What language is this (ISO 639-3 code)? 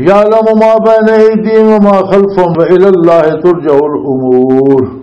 lah